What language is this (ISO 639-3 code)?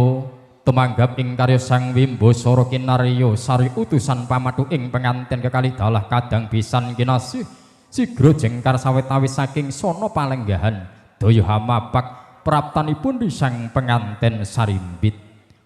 jav